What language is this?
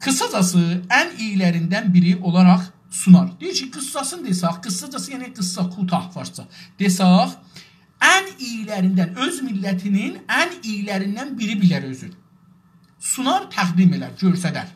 South Azerbaijani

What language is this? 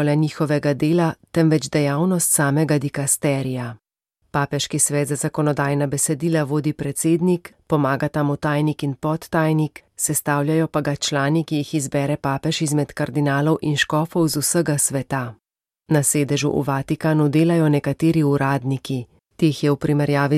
Slovenian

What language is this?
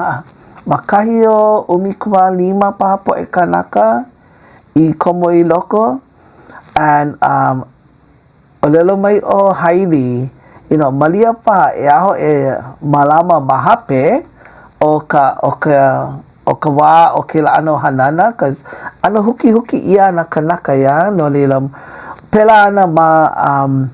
Hawaiian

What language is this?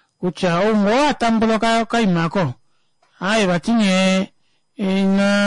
Kuanyama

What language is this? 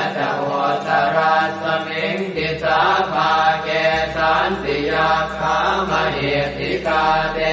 Pali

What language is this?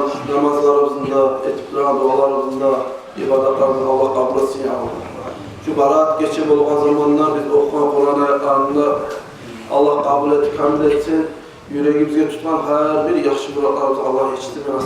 Kumyk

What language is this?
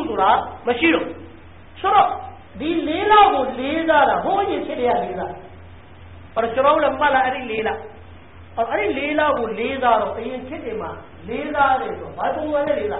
Burmese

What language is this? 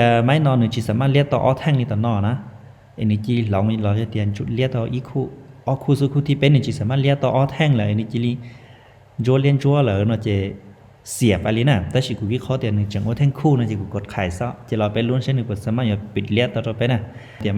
Hmong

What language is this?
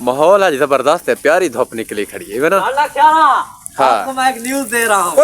Saraiki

